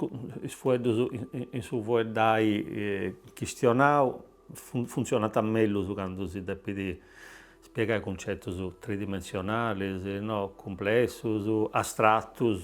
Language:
Sardinian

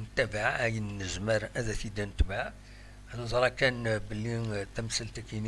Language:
Kabyle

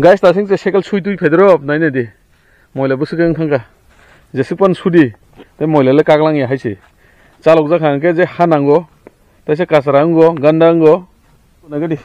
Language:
Kok Borok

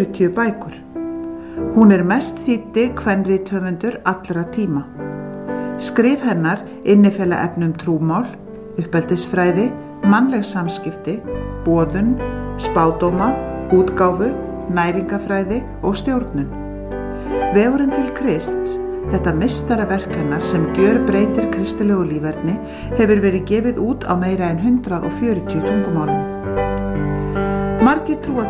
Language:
Icelandic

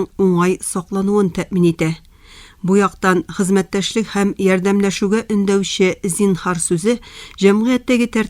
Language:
Tatar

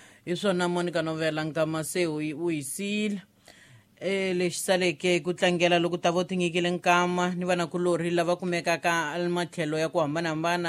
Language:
Tsonga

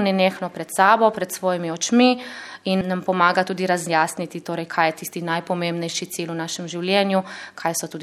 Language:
Slovenian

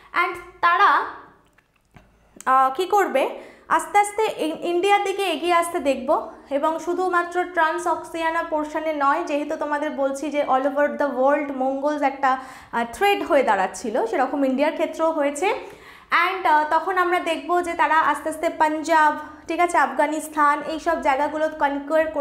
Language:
Bangla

